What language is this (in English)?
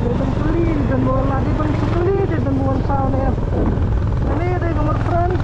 Khasi